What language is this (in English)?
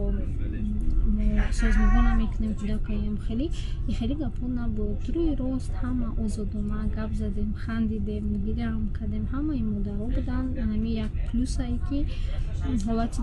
Tajik